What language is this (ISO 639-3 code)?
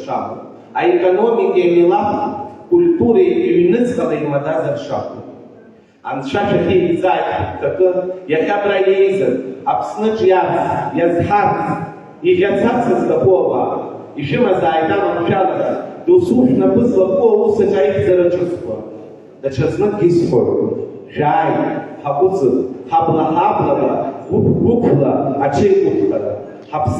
abk